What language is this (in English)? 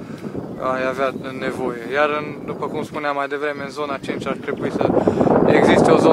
Romanian